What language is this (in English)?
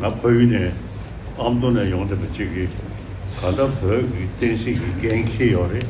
Tibetan